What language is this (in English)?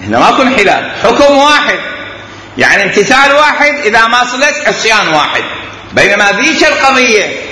Mesopotamian Arabic